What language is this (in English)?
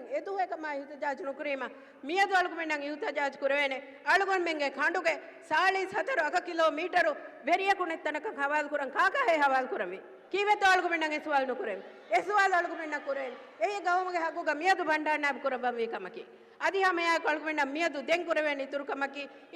Divehi